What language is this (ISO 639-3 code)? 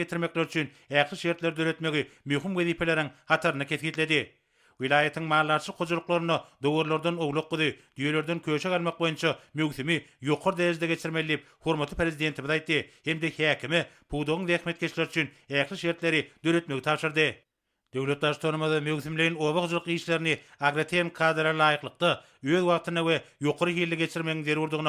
tuk